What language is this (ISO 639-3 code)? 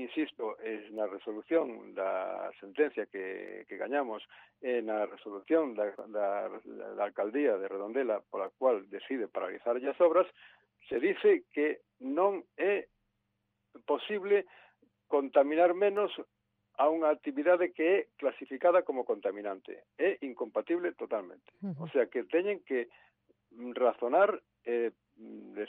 glg